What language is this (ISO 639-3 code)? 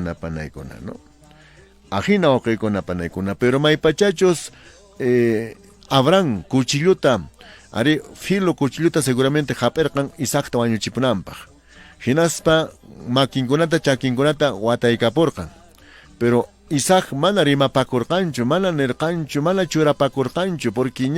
que